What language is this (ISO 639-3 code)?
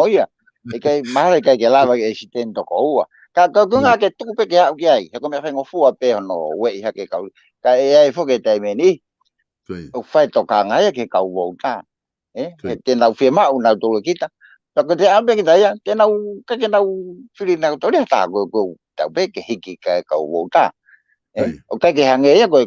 ton